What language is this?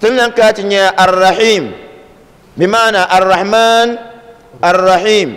Dagbani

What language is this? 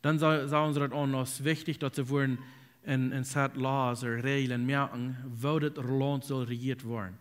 Plautdietsch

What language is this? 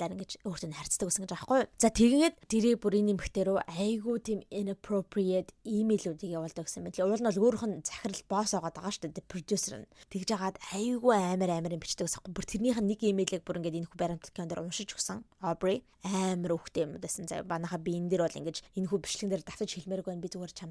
Mongolian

